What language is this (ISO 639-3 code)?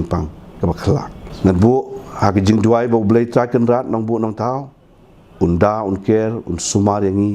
kha